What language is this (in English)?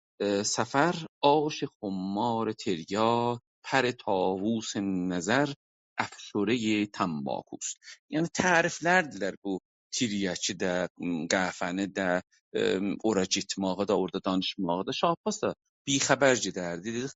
South Azerbaijani